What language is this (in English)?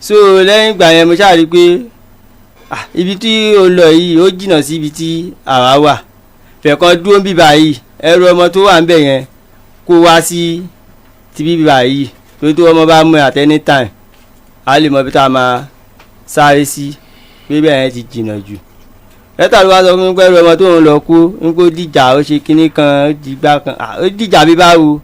Yoruba